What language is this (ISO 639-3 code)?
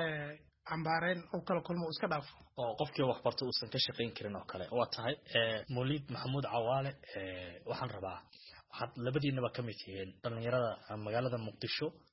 som